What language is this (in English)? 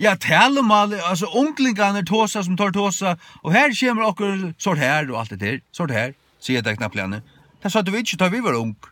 Faroese